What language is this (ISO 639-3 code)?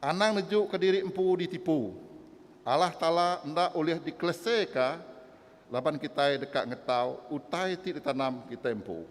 iba